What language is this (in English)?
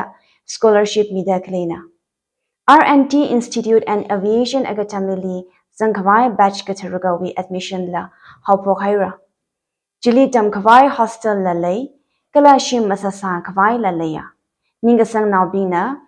Tangkhul Naga (India)